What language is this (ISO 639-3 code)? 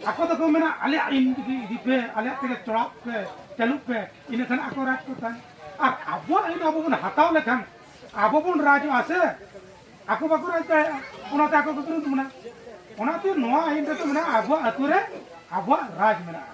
sat